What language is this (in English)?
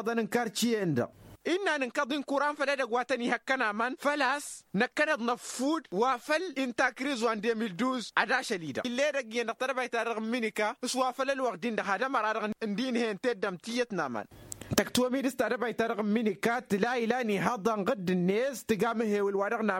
Tamasheq